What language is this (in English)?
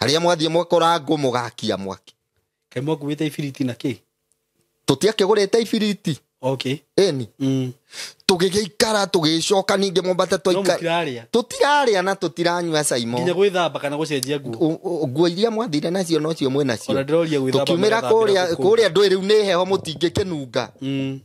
Kikuyu